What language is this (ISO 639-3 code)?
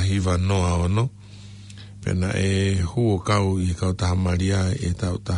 ton